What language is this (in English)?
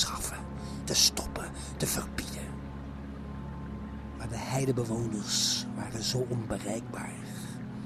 Dutch